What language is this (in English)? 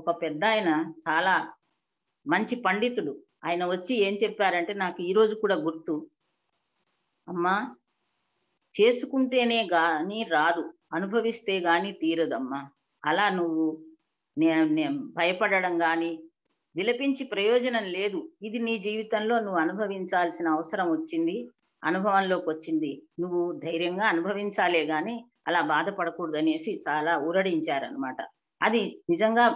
Telugu